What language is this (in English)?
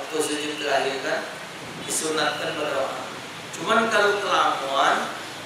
Musi